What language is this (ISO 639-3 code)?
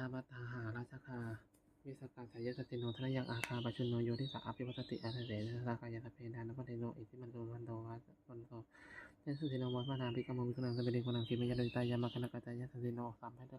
pli